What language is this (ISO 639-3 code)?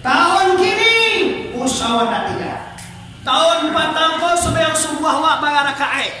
min